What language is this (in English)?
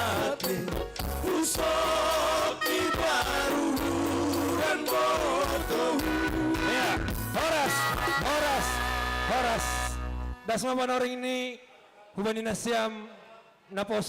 Batak Simalungun